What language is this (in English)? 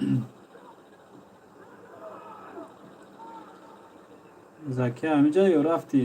Tajik